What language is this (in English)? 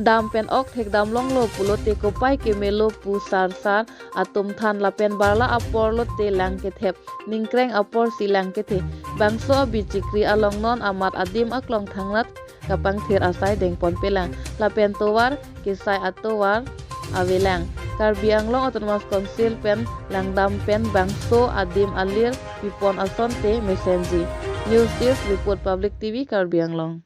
Karbi